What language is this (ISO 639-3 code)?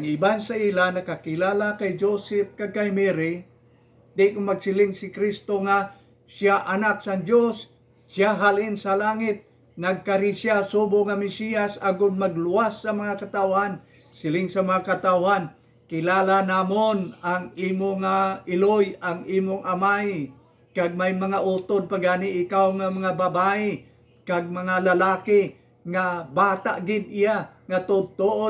hil